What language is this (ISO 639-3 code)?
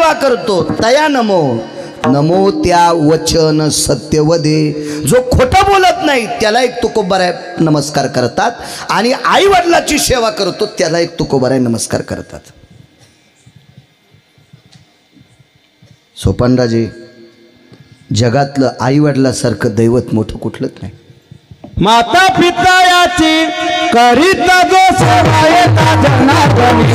mar